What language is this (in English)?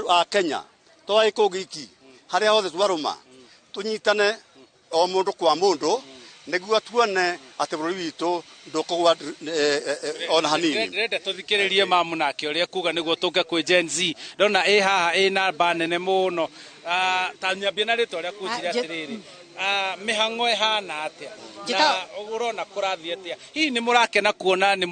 Kikuyu